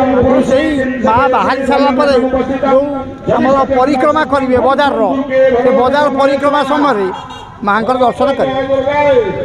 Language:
Odia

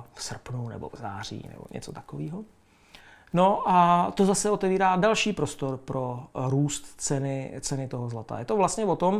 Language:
Czech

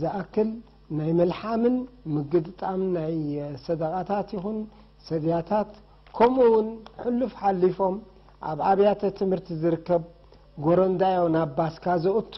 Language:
Tigrinya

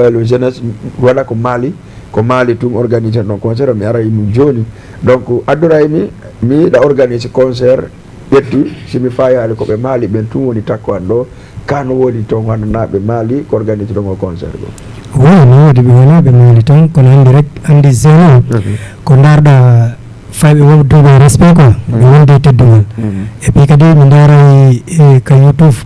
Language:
Fula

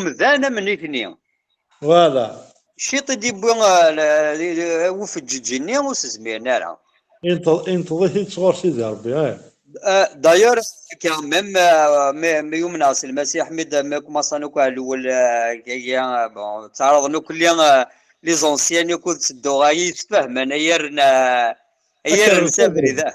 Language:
Kabyle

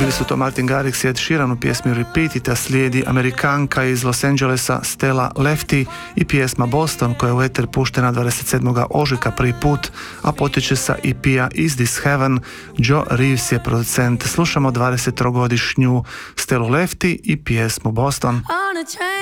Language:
Croatian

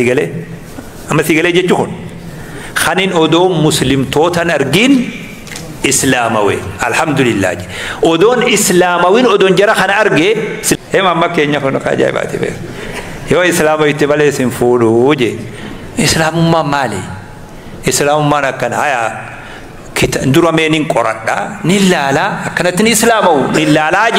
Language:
Oromo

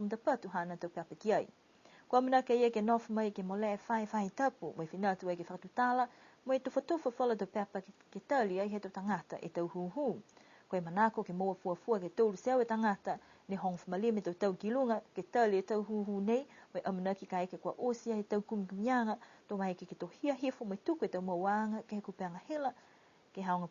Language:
Niuean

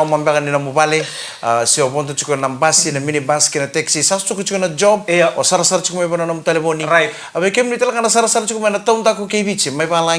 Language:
Fijian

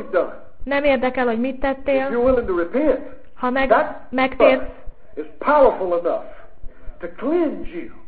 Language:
Hungarian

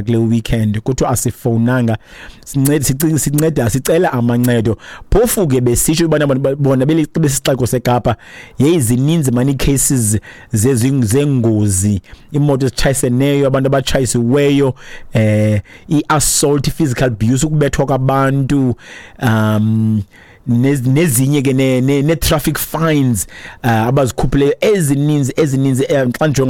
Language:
Xhosa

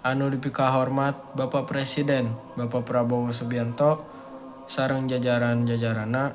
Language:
Sundanese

